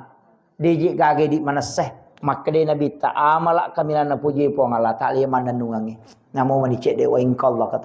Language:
Buginese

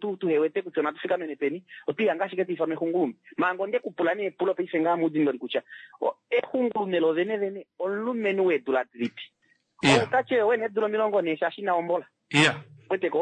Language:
Kuanyama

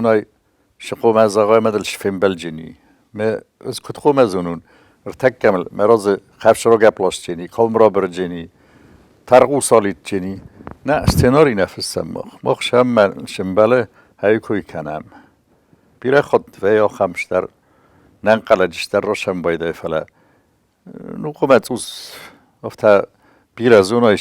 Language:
Ossetic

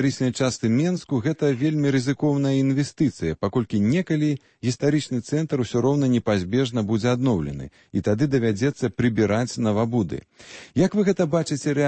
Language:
Belarusian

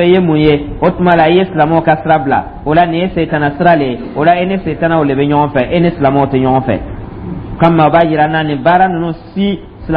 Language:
Dyula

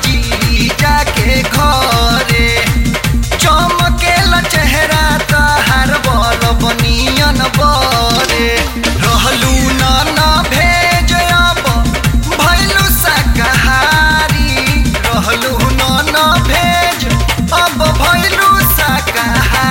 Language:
Bhojpuri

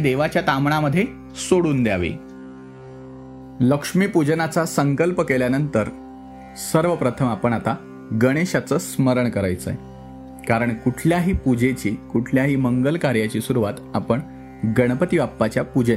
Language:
Marathi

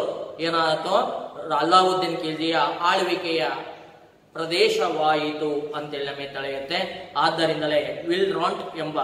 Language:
Kannada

